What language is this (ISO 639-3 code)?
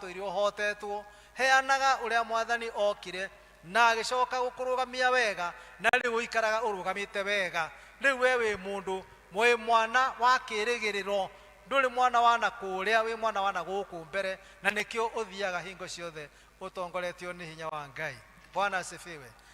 kik